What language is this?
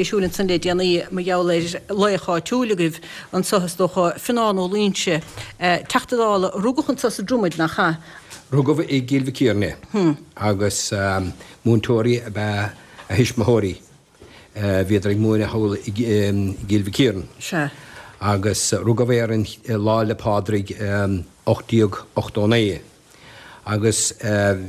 Irish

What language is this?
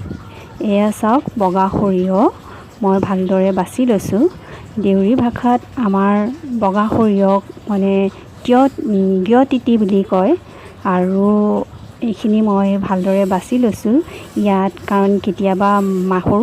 Assamese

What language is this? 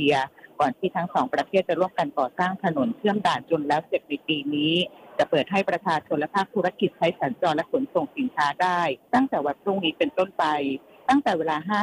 Thai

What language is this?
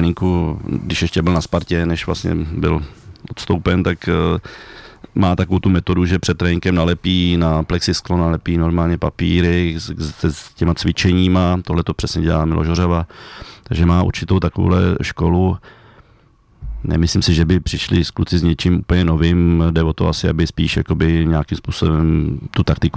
Czech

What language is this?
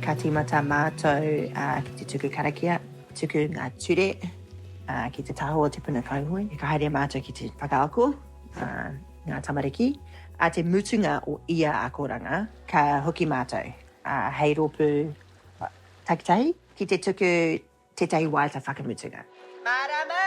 Māori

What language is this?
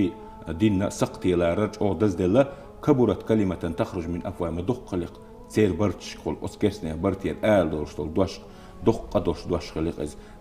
Chechen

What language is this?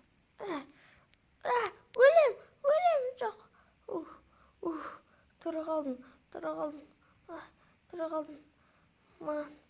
Kazakh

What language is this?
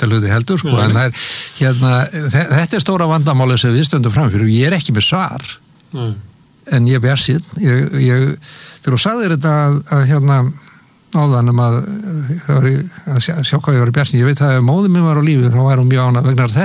Icelandic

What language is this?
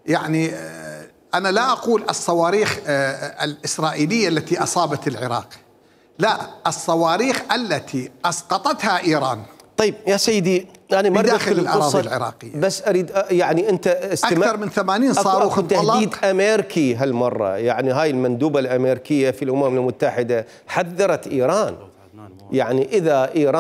Mesopotamian Arabic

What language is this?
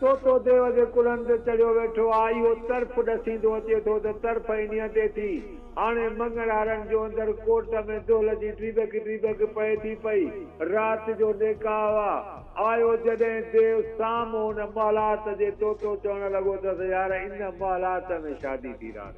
Sindhi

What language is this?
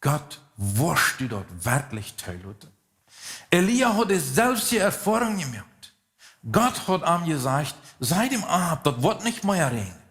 Plautdietsch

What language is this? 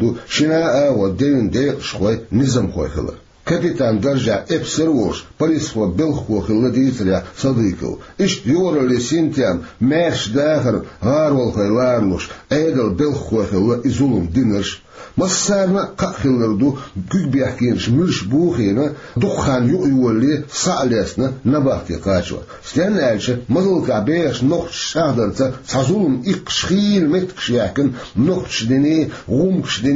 Chechen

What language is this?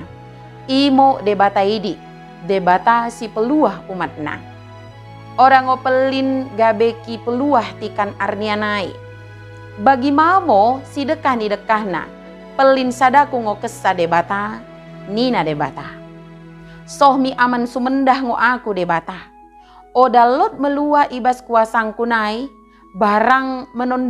Batak Dairi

